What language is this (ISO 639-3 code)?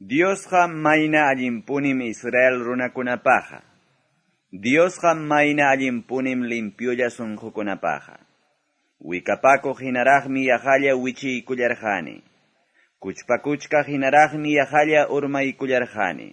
que